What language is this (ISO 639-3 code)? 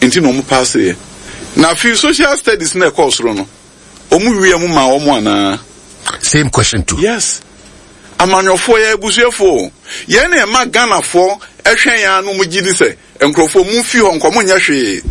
aka